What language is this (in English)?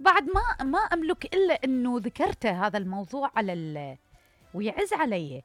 Mesopotamian Arabic